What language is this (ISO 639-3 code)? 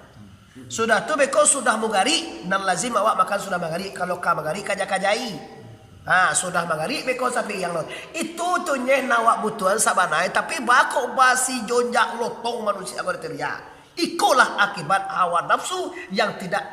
min